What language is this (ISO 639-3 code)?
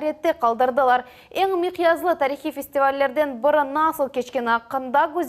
crh